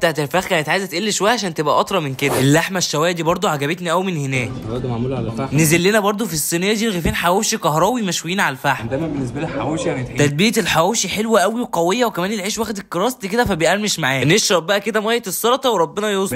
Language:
Egyptian Arabic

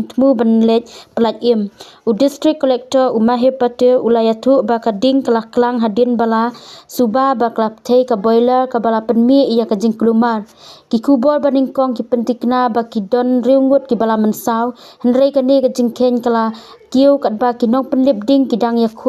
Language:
Khasi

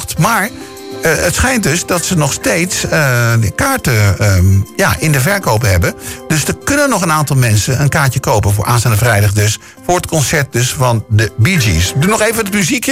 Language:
Dutch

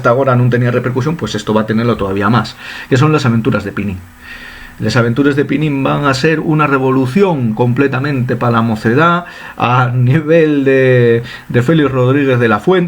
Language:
Asturian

